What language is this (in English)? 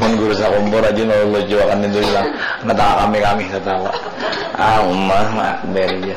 Banjar